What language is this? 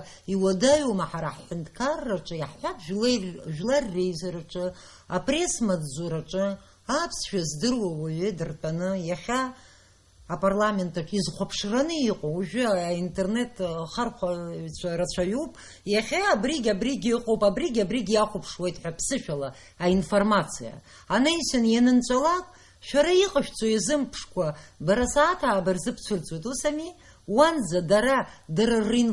Abkhazian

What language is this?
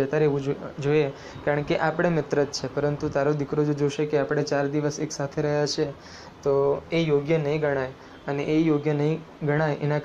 Gujarati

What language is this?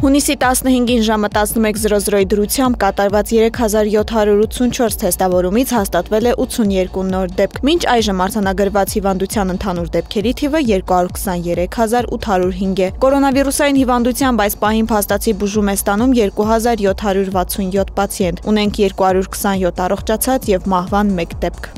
Armenian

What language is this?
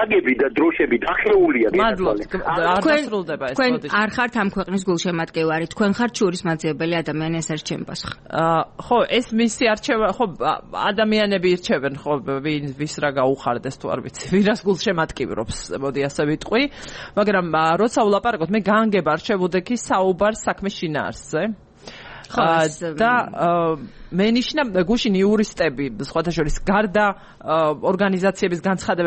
Georgian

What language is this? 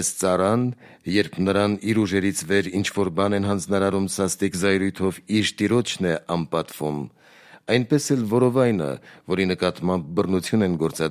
Armenian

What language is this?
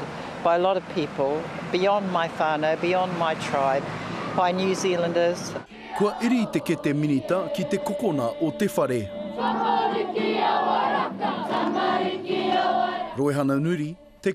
Māori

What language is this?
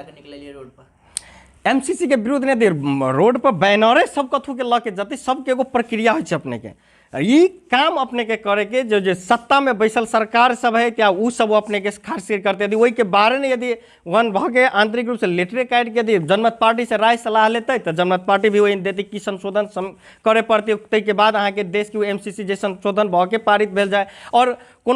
Maithili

